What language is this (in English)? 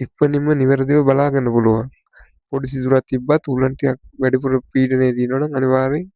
Sinhala